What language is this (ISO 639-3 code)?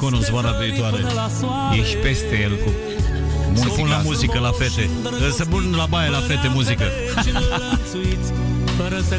ron